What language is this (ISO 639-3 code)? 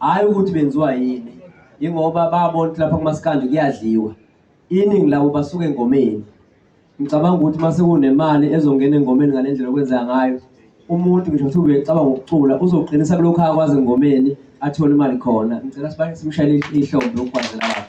zul